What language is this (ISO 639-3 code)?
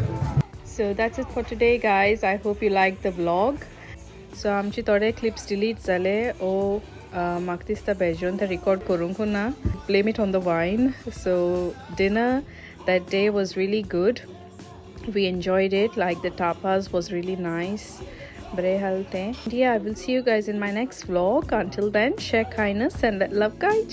kok